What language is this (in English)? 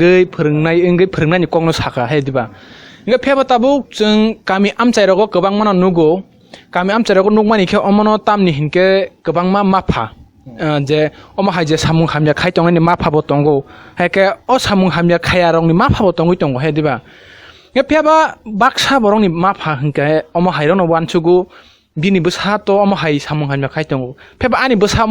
Kok Borok